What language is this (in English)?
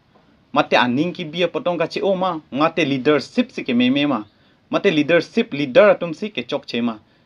Karbi